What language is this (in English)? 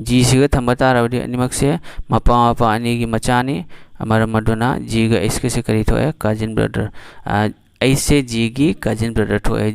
Manipuri